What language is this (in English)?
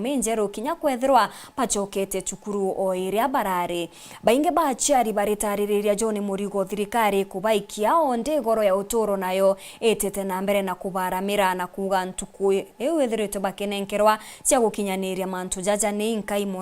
Meru